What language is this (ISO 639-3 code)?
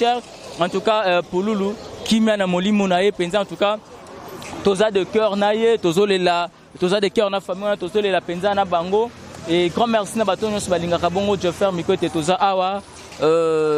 lin